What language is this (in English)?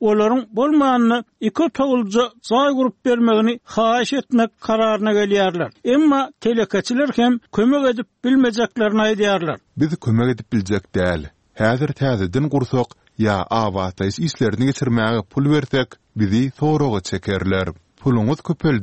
Turkmen